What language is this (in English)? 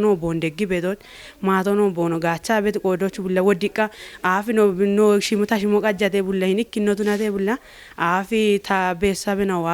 Kafa